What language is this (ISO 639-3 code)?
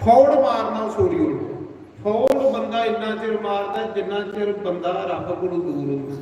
doi